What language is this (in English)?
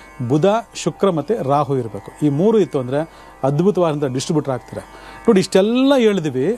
Kannada